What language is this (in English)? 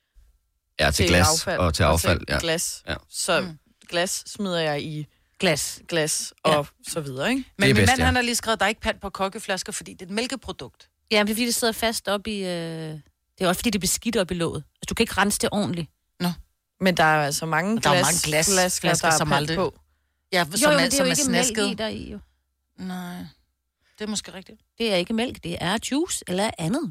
Danish